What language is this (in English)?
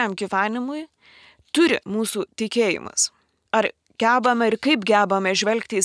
Lithuanian